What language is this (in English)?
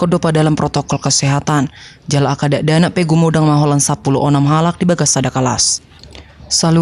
Batak Toba